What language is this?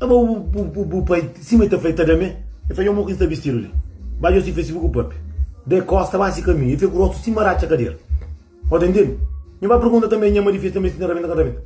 Kabuverdianu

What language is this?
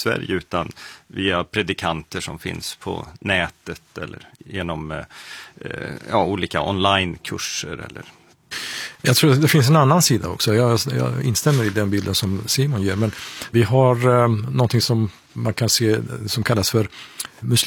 Swedish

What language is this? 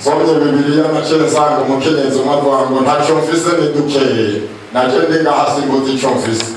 Rundi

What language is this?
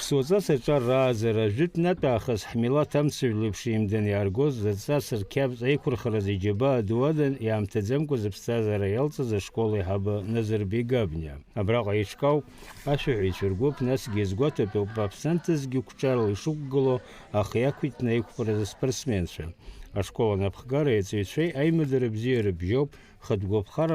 Abkhazian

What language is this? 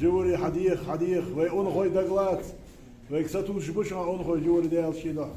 Ingush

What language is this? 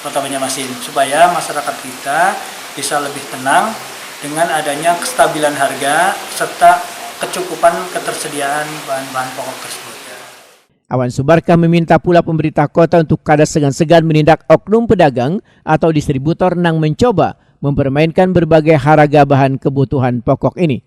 Banjar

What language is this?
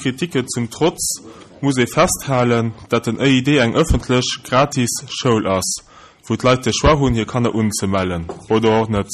Luxembourgish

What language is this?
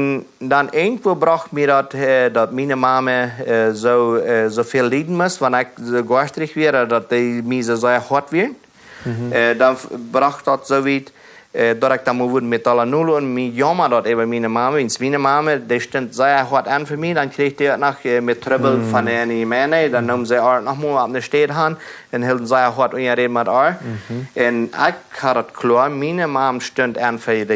Plautdietsch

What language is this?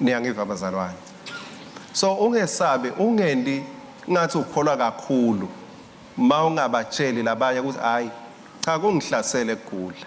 Swati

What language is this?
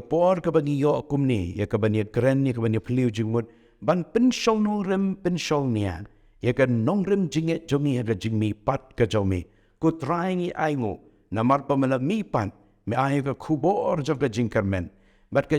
Khasi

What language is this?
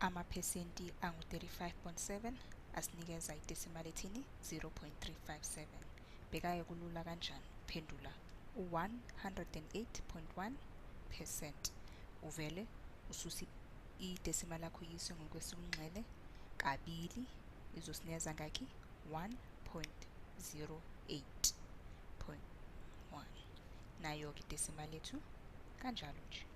Zulu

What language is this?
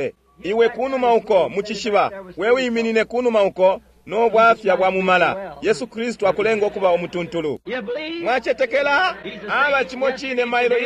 Bemba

